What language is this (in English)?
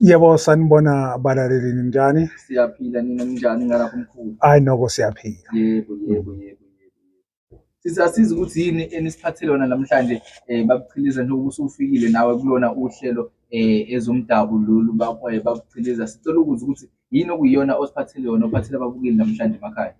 Zulu